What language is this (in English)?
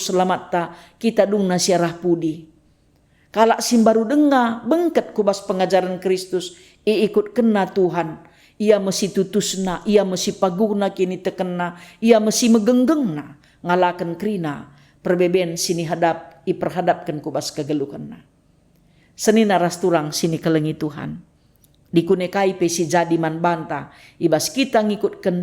Batak Karo